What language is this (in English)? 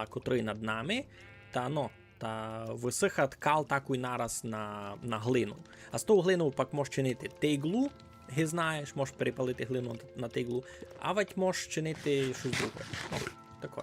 Rusyn